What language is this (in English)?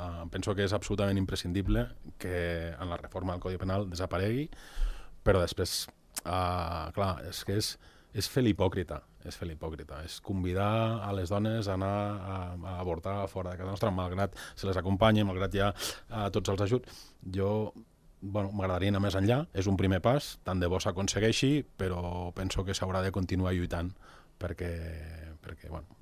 Catalan